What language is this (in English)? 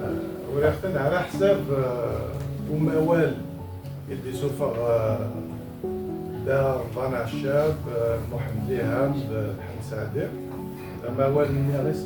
Kabyle